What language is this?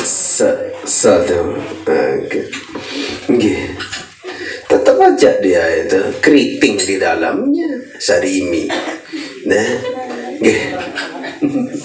Sasak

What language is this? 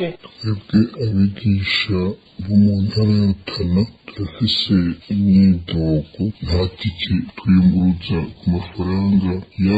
Rundi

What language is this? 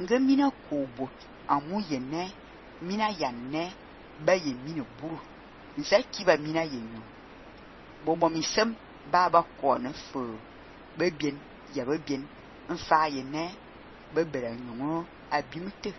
Fang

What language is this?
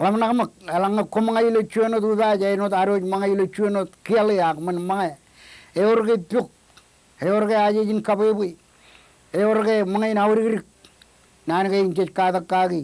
Marshallese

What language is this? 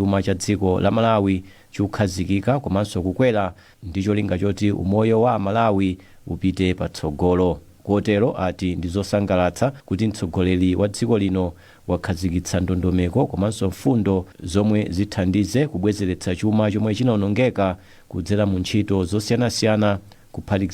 Nyanja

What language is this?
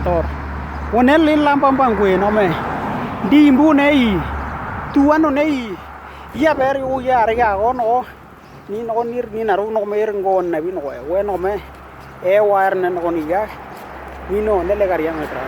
Western Dani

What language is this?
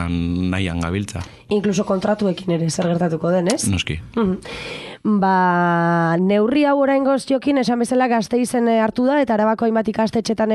Basque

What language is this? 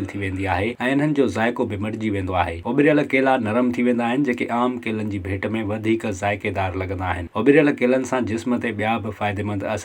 Sindhi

